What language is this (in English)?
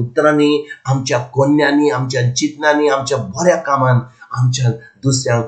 Konkani